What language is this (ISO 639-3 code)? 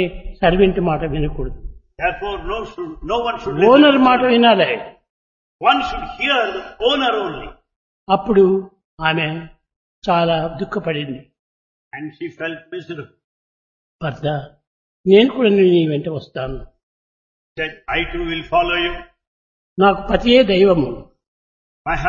tel